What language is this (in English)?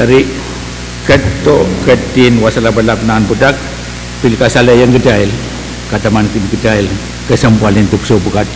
Pohnpeian